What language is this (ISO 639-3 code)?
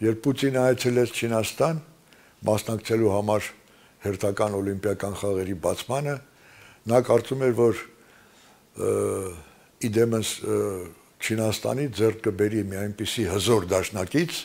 hye